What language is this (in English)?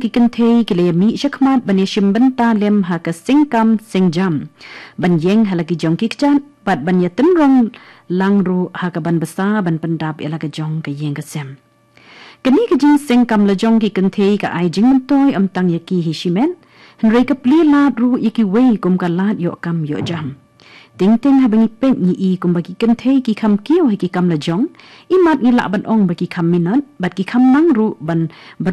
Khasi